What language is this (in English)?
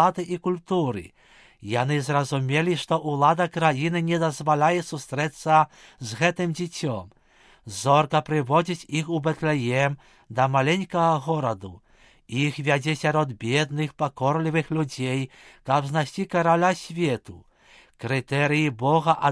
Belarusian